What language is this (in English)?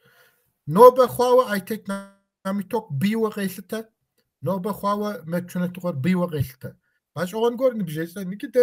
Kabardian